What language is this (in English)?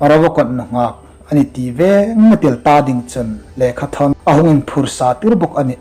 Hmar